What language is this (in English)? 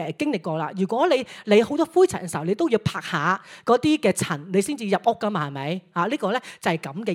Cantonese